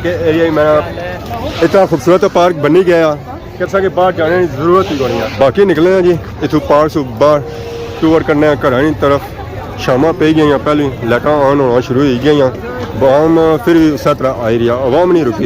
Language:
Pahari-Potwari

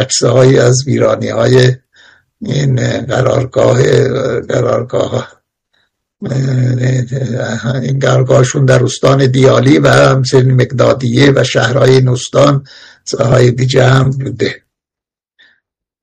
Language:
Persian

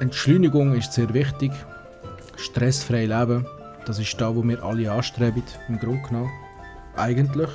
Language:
Swiss German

